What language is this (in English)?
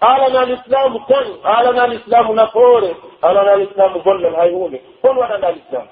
Pular